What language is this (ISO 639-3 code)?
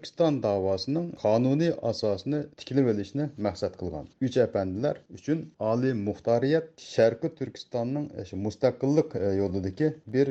uig